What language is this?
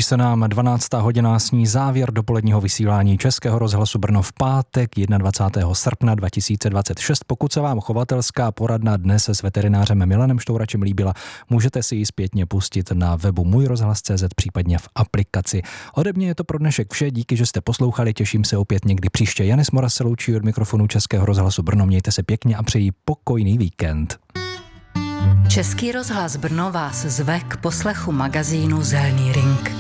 Czech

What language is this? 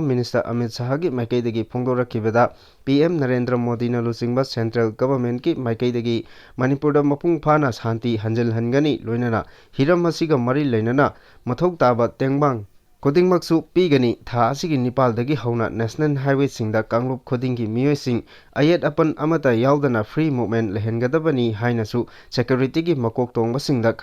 Manipuri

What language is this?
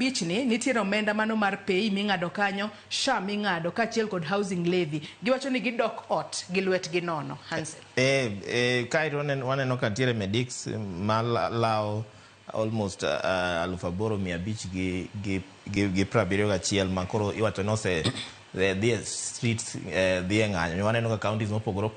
Luo (Kenya and Tanzania)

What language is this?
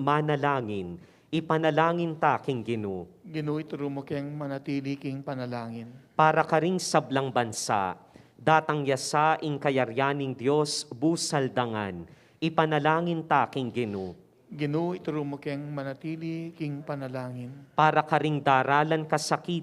Pampanga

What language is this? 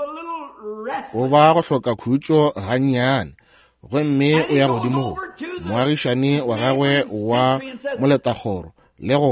Northern Sotho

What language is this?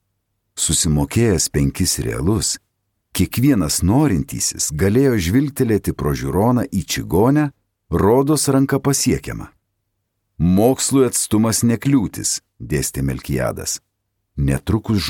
Lithuanian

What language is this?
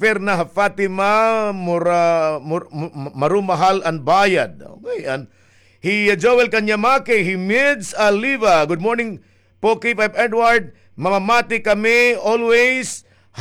Waray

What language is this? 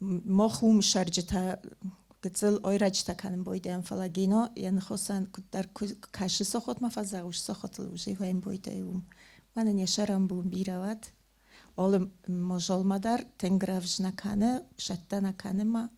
Ossetic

